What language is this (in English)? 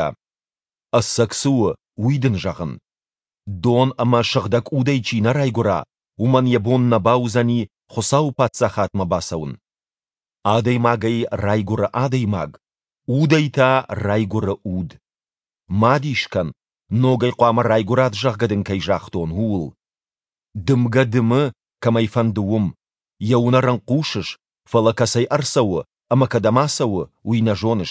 Ossetic